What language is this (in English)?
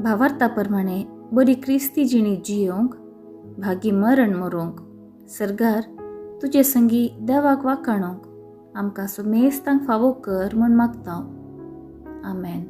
Konkani